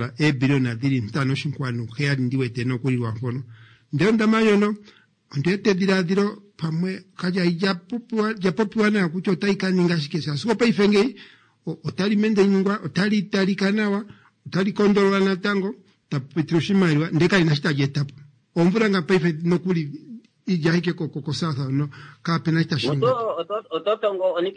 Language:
Kuanyama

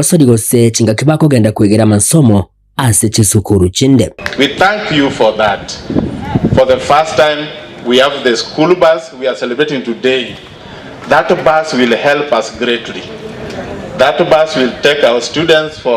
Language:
Gusii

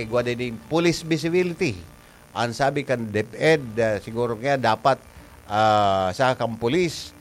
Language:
Bikol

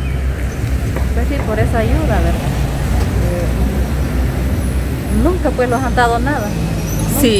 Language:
Spanish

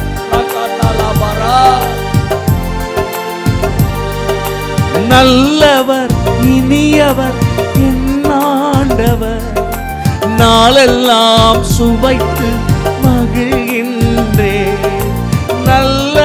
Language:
Tamil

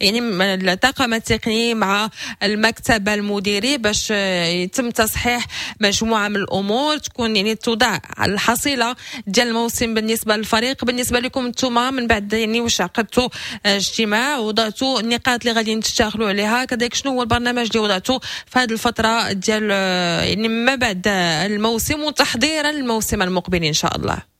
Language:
Moroccan Arabic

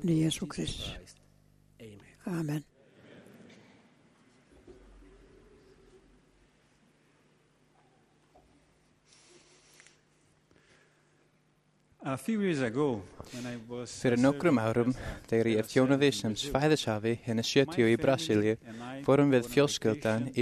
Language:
Icelandic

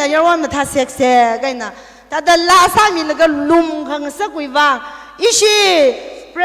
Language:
Tangkhul Naga (India)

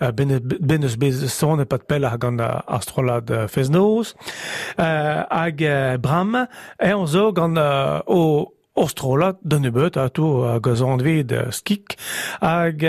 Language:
Breton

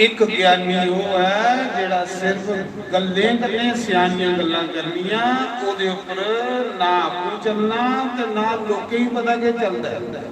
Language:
Dogri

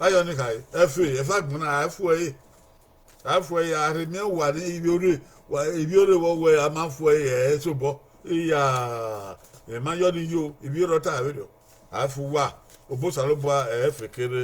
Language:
Bini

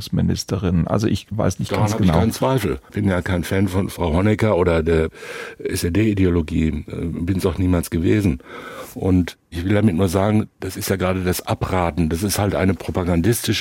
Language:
German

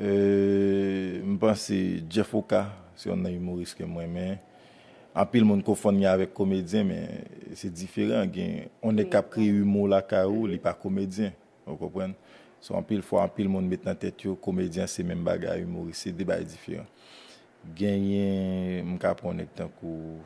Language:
Haitian Creole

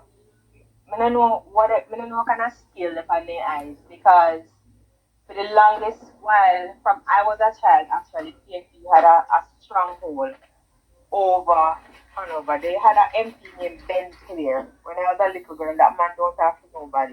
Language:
Jamaican Creole English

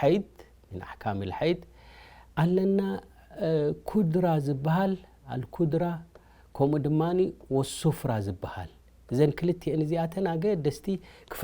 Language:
Tigrinya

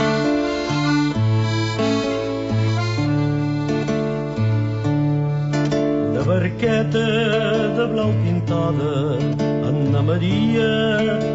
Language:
Catalan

